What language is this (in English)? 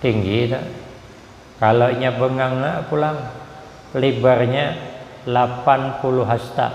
Banjar